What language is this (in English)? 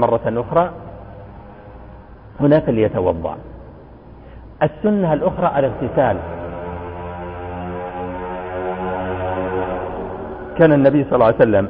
Arabic